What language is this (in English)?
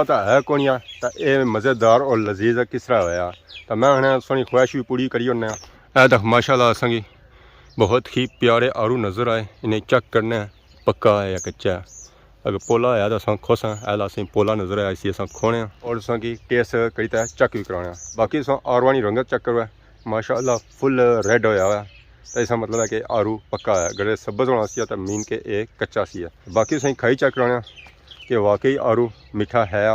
Pahari-Potwari